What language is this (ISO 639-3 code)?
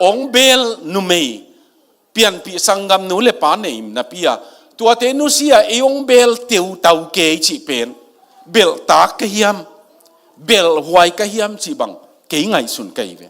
ctd